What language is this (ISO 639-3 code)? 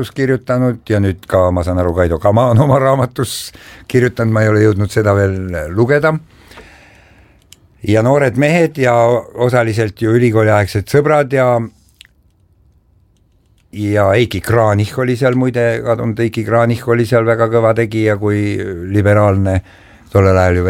est